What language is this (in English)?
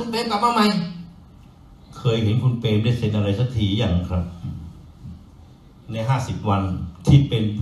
Thai